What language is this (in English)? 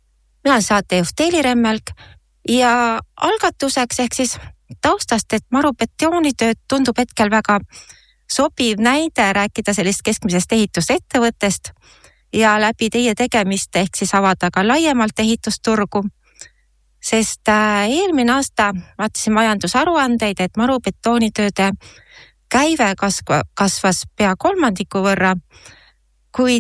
Estonian